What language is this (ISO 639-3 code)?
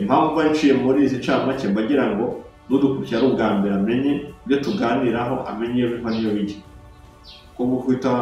kin